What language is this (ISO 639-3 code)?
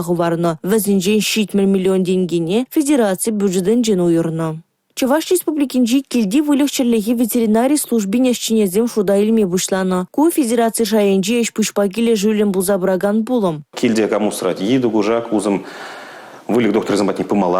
chv